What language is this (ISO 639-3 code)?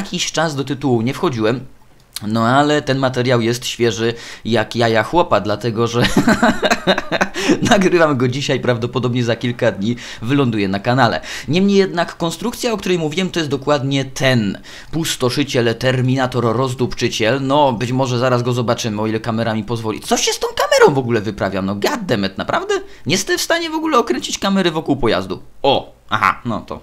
pol